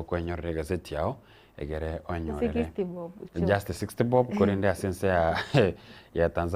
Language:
Gusii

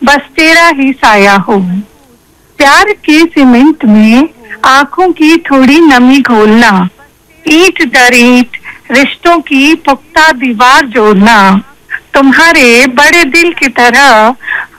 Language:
Hindi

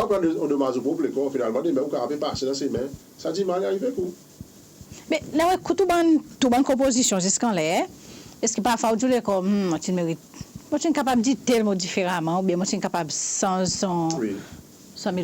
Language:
Seselwa Creole French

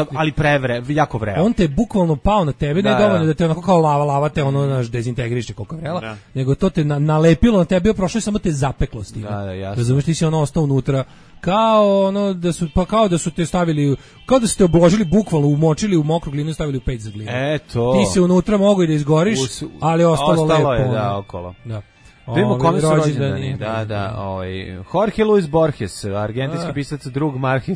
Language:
Serbian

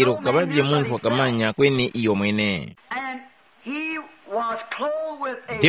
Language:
Tumbuka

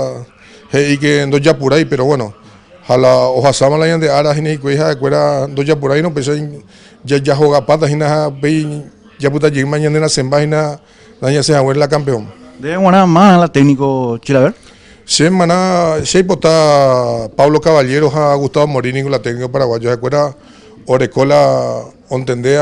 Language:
Guarani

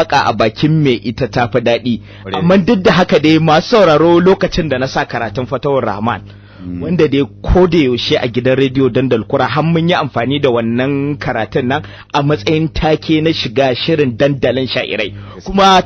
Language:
Hausa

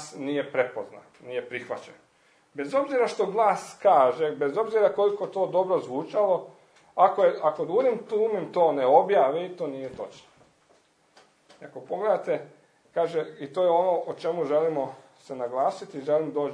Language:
Croatian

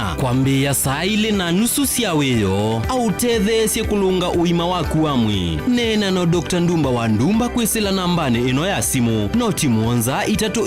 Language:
Kamba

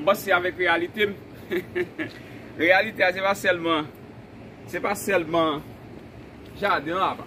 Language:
Haitian Creole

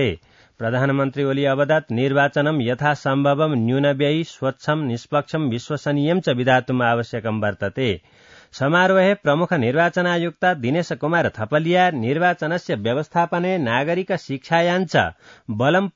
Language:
Sanskrit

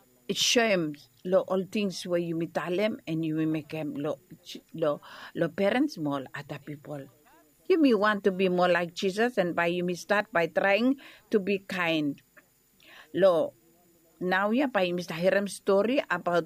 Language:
Bislama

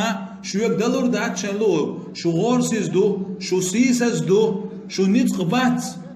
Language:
Chechen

